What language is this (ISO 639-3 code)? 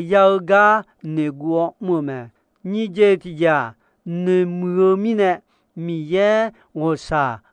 ahk